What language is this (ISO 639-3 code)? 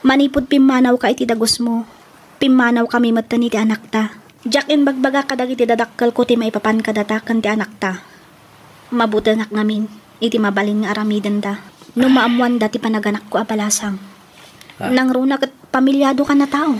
ilo